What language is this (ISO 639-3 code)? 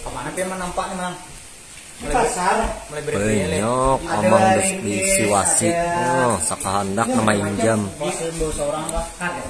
bjn